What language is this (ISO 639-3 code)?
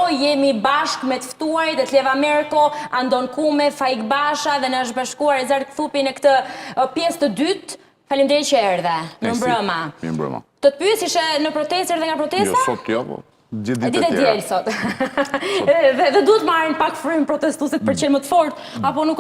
sqi